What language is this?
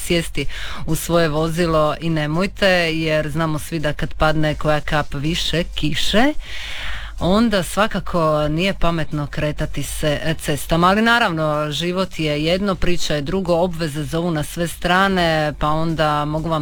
Croatian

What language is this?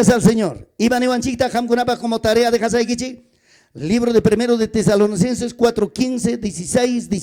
Ayacucho Quechua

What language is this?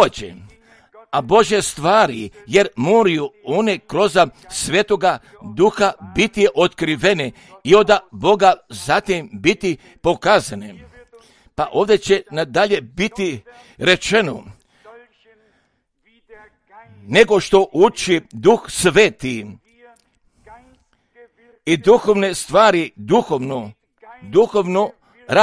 Croatian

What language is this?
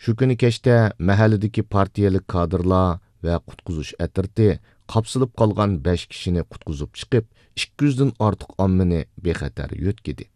Uyghur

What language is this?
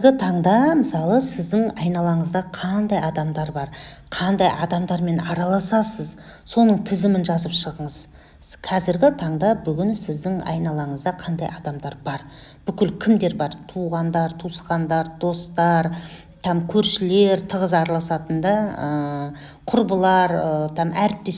Kazakh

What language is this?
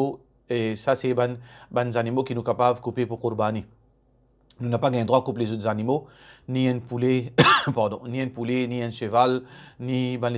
Morisyen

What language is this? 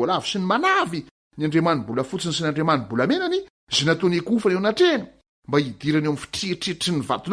Malagasy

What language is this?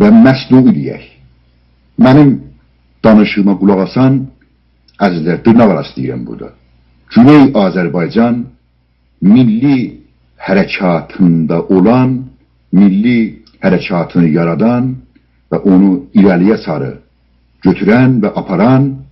South Azerbaijani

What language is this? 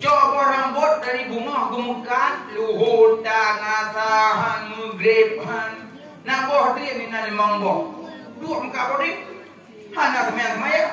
Achinese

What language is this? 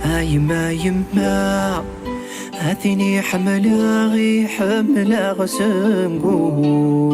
Kabyle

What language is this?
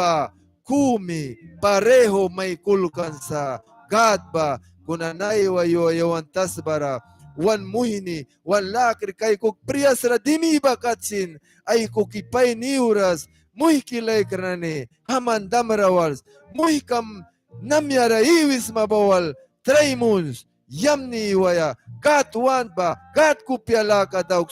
Mískito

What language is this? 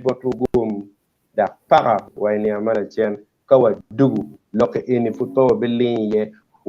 Acoli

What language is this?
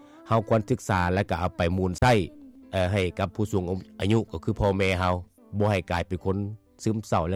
Lao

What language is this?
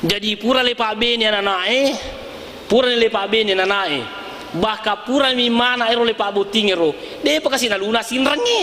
Buginese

